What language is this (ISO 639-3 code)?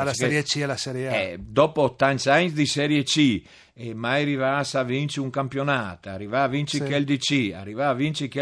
fur